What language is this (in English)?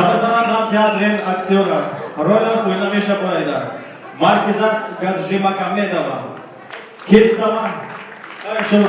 Tabassaran